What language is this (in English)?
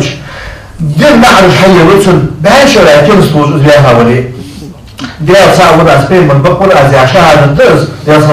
Ingush